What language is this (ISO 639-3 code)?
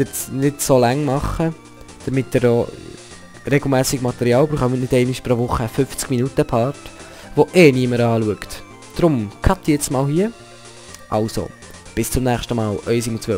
gsw